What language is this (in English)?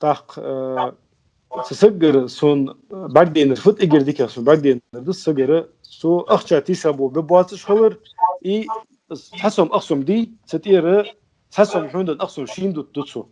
Ingush